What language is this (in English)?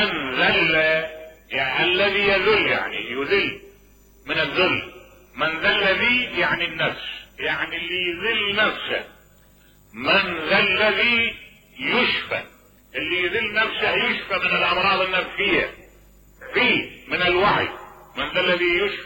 Mesopotamian Arabic